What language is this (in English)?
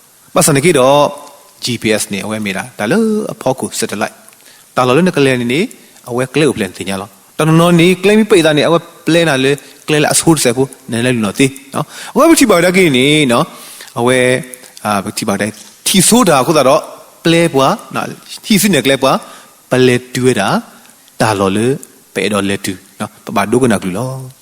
S'gaw Karen